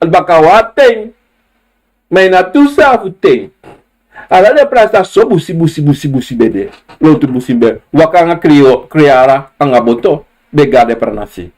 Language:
Sranan Tongo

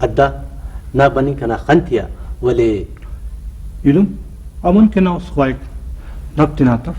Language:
Brahui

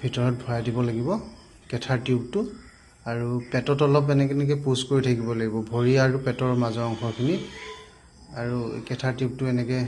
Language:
Assamese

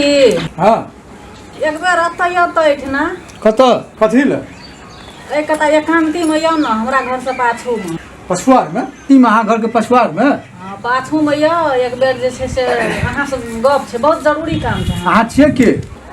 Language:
Maithili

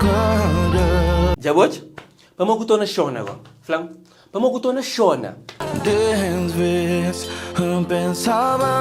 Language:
Kabuverdianu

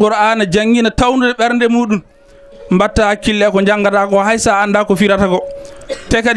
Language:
Fula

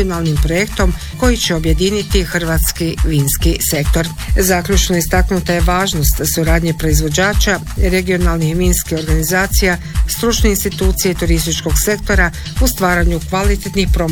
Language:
Croatian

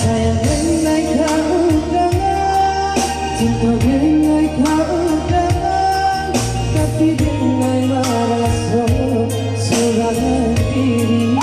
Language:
Minangkabau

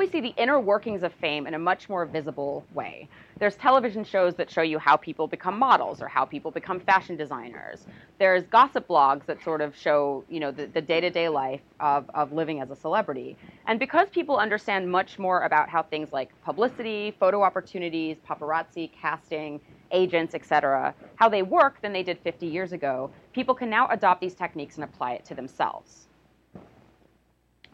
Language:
English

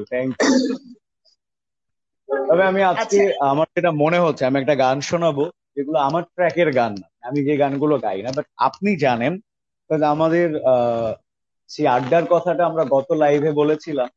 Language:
Bangla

